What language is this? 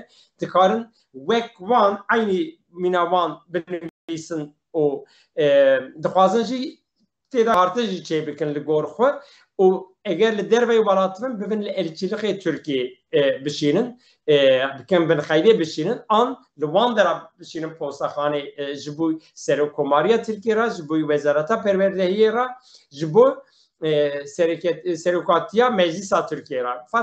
Kurdish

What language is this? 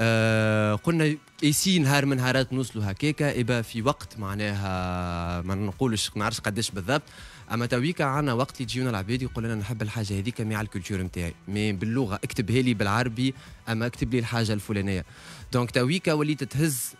Tunisian Arabic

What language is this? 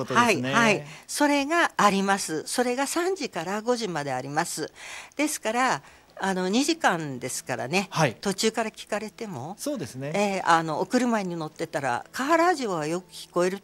Japanese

